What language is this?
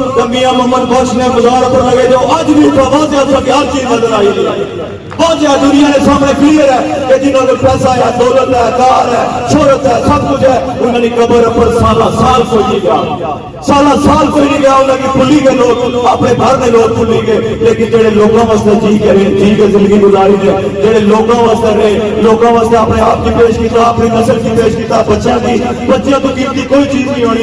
Pahari-Potwari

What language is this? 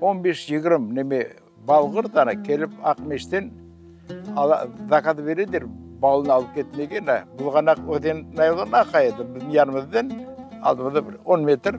Crimean Tatar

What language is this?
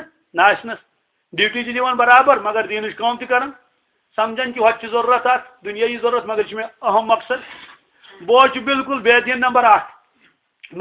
Kashmiri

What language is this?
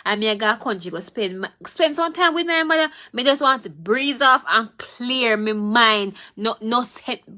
Jamaican Creole English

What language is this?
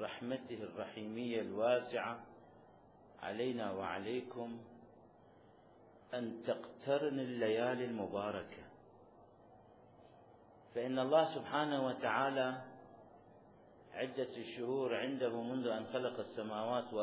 Arabic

